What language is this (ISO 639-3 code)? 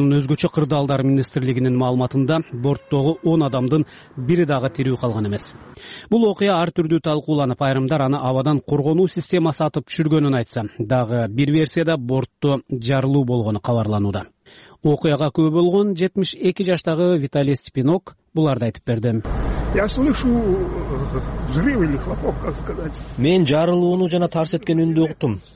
kir